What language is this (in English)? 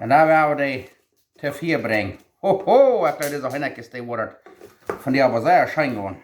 Plautdietsch